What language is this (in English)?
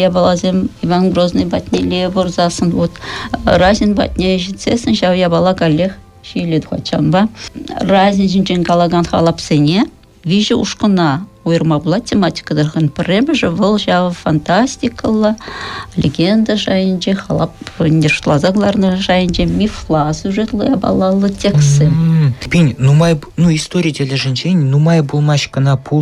Chuvash